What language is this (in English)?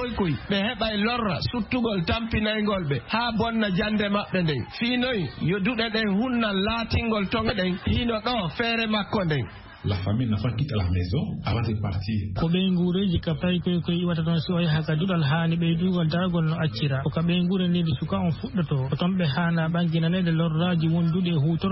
Fula